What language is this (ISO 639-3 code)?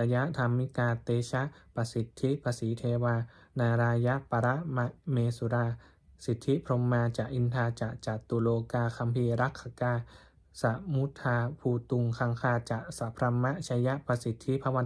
pli